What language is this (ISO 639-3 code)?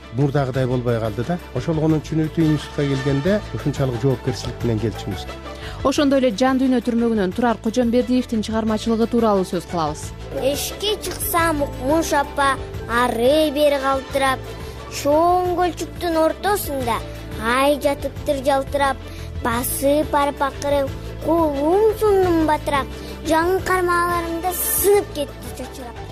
kir